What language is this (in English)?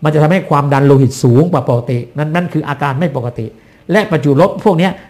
Thai